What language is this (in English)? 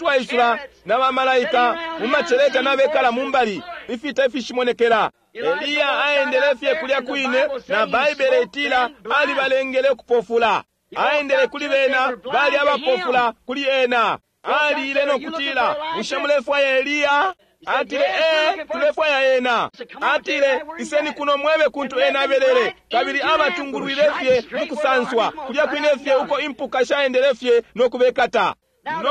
Bemba